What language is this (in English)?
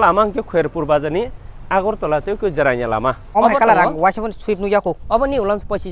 Kok Borok